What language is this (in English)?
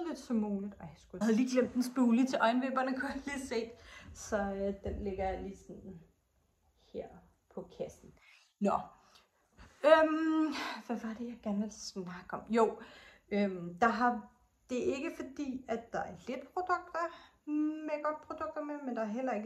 Danish